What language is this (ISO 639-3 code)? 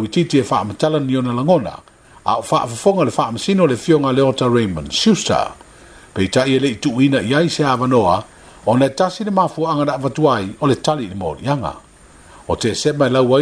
smo